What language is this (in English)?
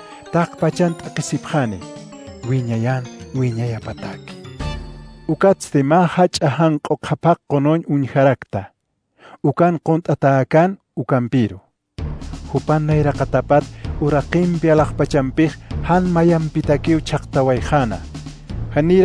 Aymara